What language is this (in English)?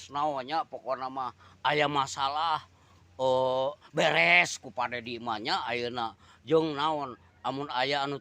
Sundanese